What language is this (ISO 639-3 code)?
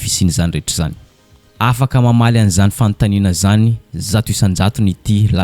mlg